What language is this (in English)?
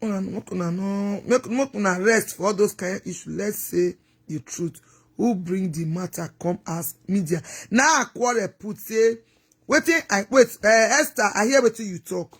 Nigerian Pidgin